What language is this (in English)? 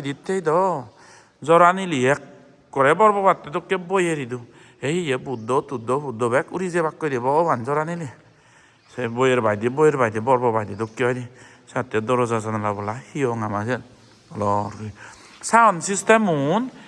Chakma